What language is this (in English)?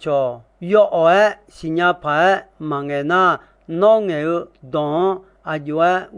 Akha